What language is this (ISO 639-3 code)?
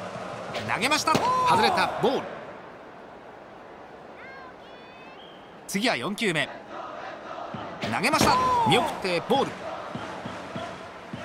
jpn